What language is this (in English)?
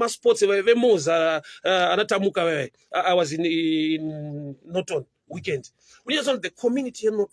Shona